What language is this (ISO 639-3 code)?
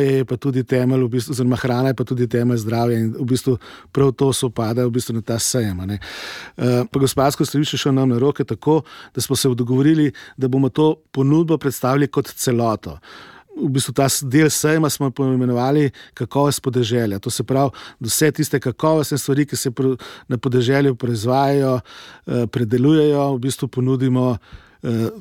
slv